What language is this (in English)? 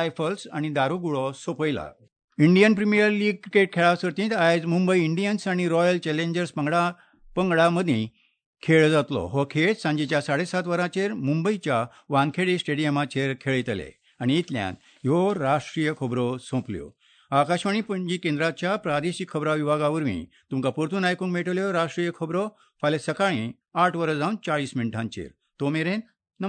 Konkani